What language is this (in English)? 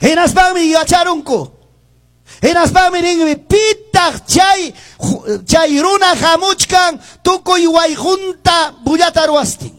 Ayacucho Quechua